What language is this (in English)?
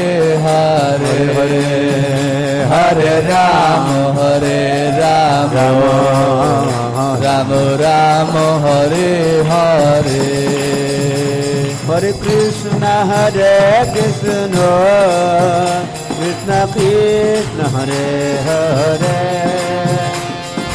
Hindi